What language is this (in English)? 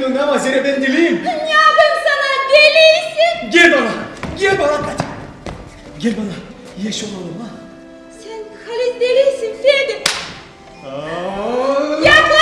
Gagauz